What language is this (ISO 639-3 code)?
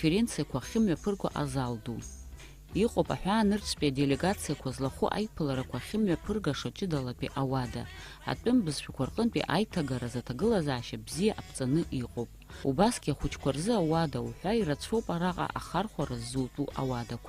abk